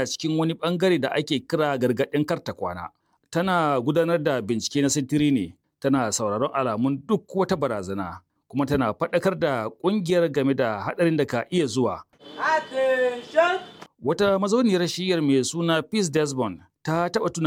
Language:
Hausa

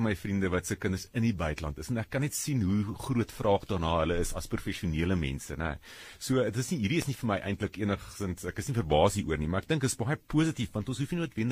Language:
Afrikaans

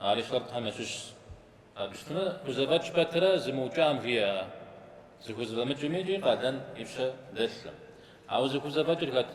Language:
Kabardian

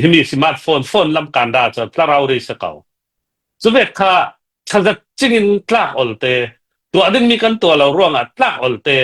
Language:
Hakha Chin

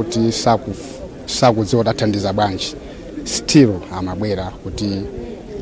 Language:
Nyanja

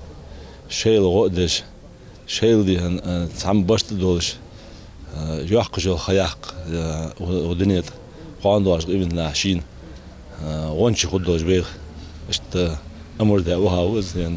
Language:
Ingush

